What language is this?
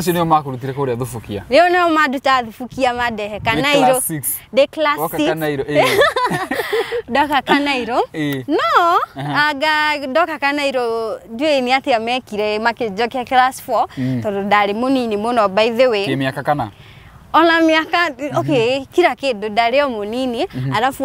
Kikuyu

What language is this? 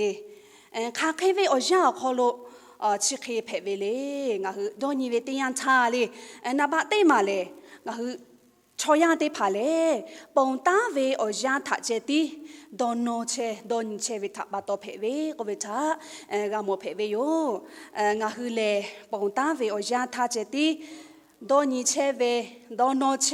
Lahu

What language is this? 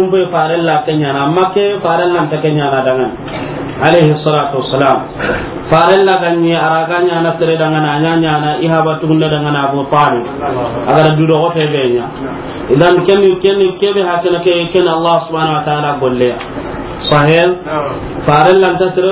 Soninke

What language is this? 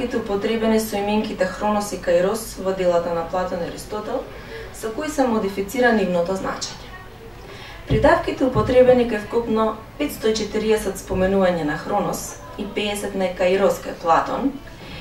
Macedonian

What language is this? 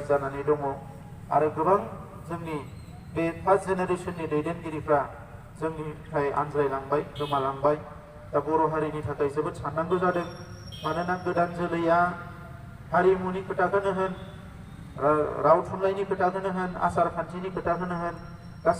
Bodo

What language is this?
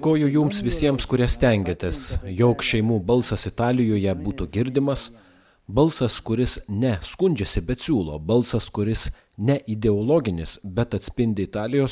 Lithuanian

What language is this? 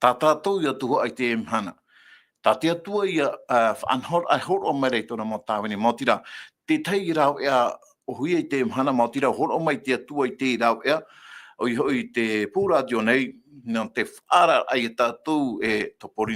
Tahitian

